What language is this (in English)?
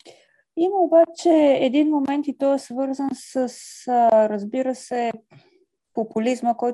Bulgarian